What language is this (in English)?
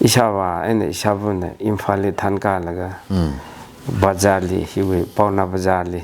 Tangkhul Naga (India)